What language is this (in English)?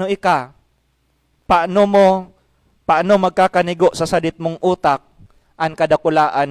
Bikol